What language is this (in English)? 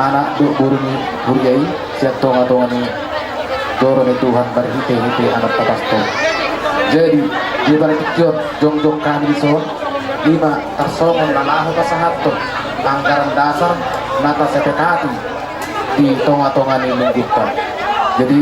Batak Toba